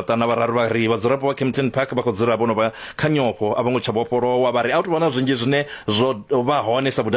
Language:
Venda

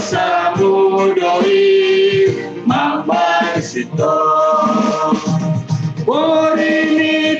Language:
Batak Simalungun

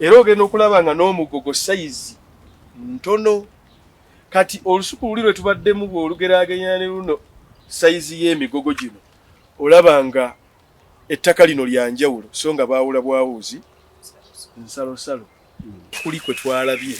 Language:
Ganda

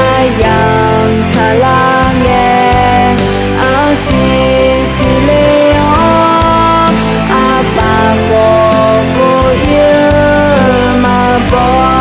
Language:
Akha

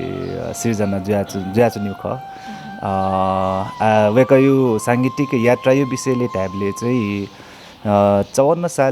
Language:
Newari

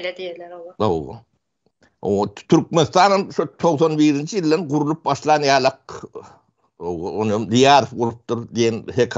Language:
Turkmen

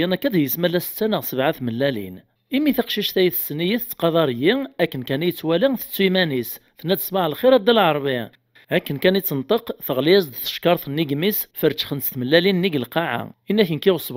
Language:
Kabyle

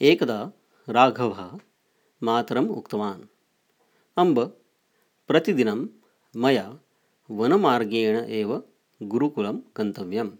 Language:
Sanskrit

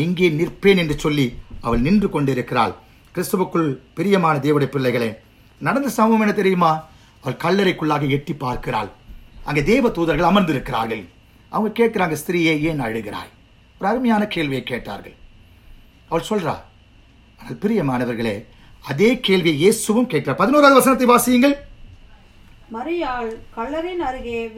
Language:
Tamil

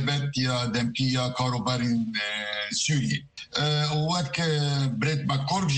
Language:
Kurdish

